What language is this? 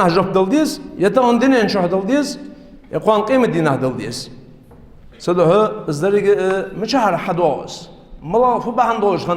Ingush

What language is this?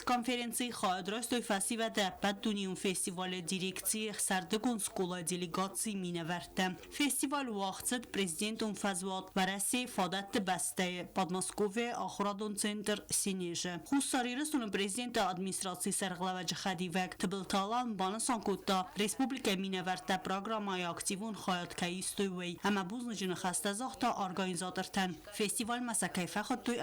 Ossetic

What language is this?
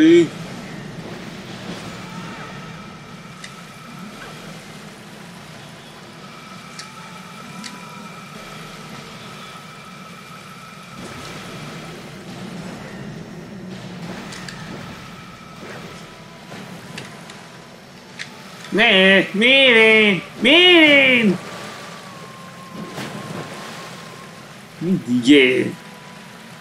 Hungarian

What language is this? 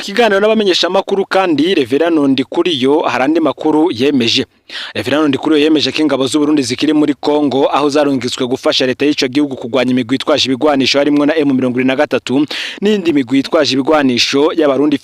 Rundi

